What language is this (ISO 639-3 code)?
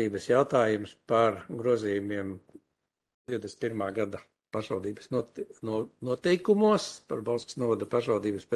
lav